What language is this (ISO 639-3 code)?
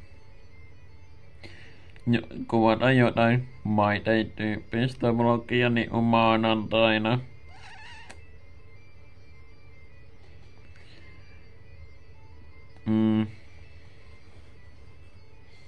fin